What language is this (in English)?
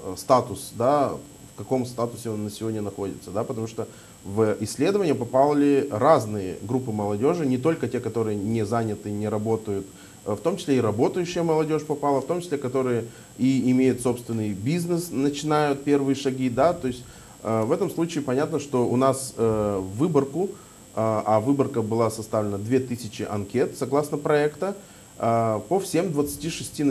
Russian